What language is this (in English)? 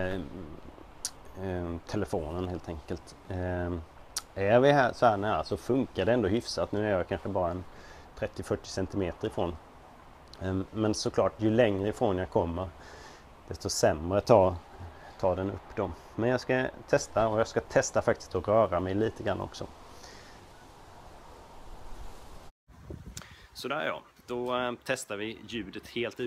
Swedish